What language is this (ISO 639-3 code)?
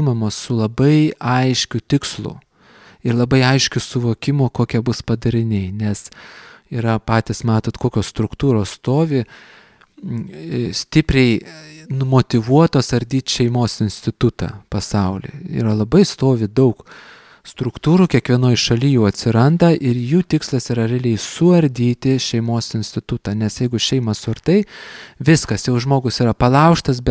lit